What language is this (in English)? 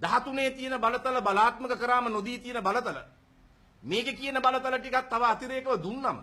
Sinhala